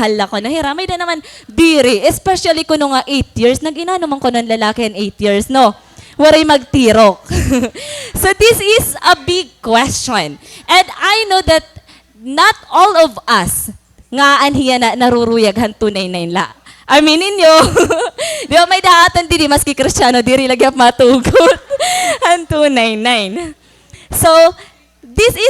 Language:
Waray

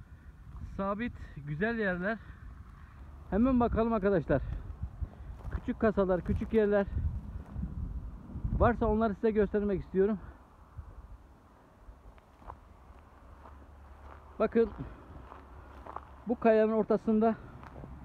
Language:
Turkish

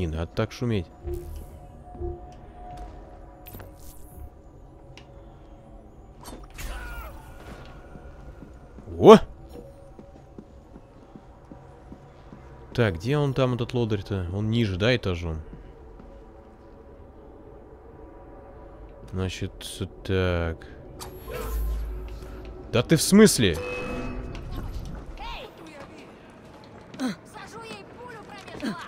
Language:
Russian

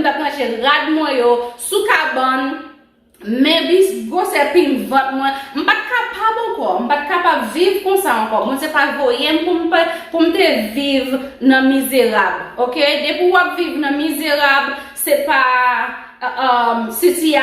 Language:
Haitian Creole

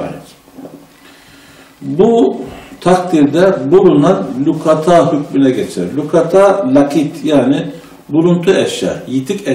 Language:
Turkish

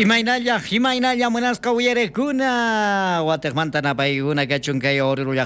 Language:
South Bolivian Quechua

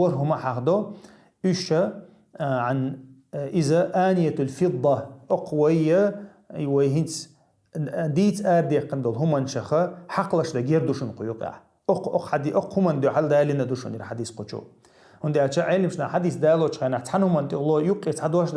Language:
Chechen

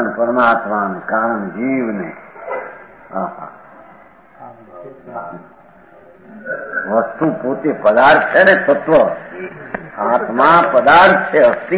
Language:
Gujarati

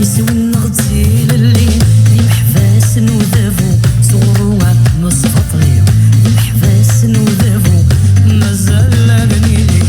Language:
Kabyle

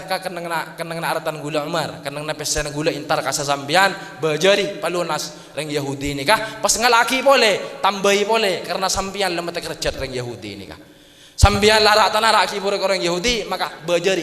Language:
Madurese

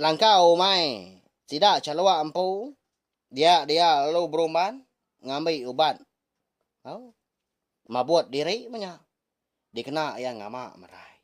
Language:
Iban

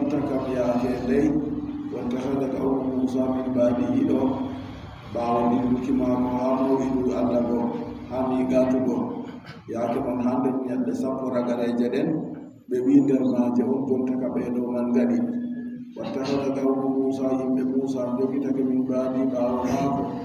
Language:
Adamawa Fulfulde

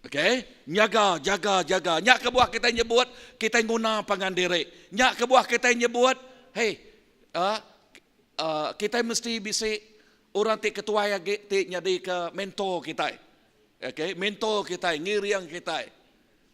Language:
Iban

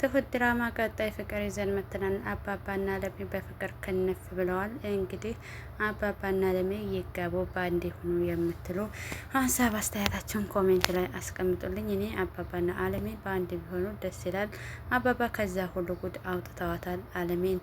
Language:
Amharic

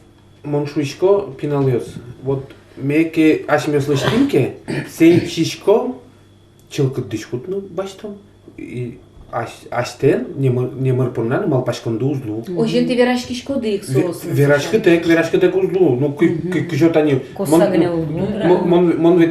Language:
Udmurt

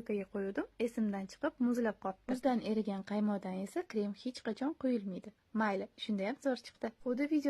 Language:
Uzbek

